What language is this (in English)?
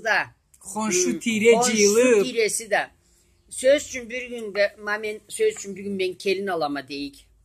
Karachay-Balkar